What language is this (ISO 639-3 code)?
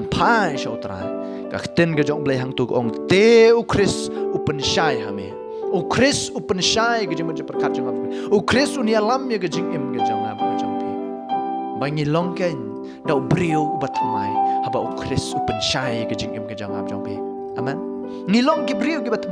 kha